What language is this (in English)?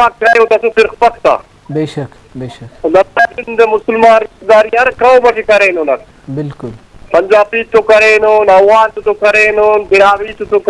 Brahui